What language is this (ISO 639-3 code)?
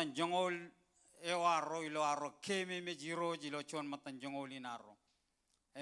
mah